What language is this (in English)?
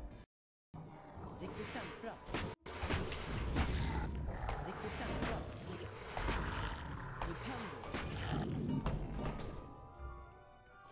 Swedish